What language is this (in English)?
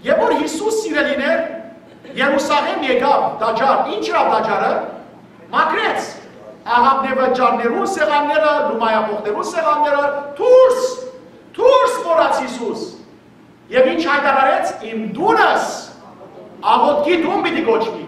Western Armenian